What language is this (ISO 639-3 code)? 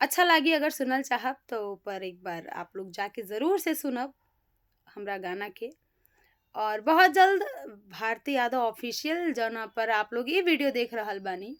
bho